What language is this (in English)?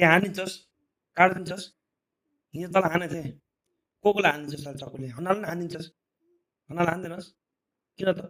Nepali